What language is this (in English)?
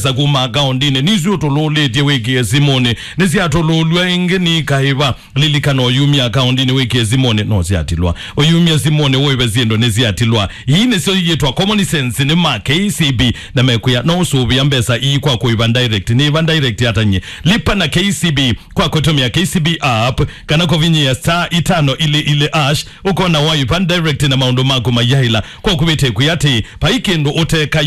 Kamba